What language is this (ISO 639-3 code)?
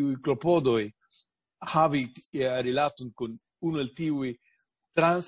epo